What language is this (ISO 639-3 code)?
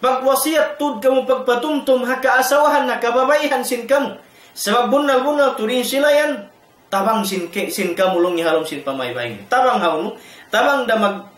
tsg